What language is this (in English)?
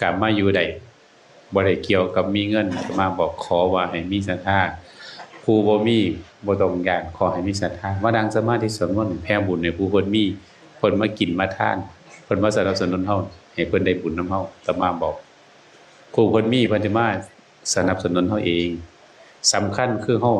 Northeastern Thai